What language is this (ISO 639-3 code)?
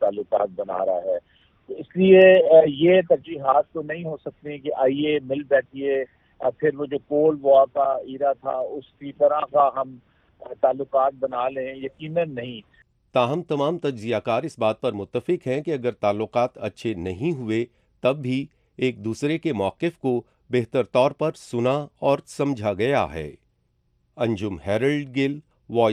urd